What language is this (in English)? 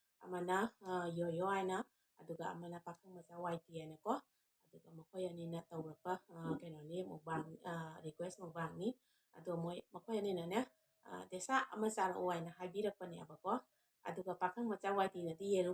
Manipuri